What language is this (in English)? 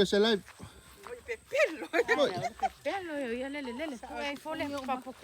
Samoan